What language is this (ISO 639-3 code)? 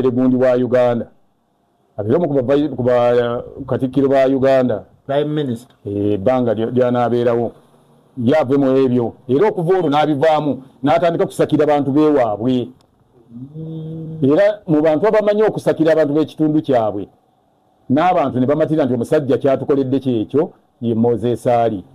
lug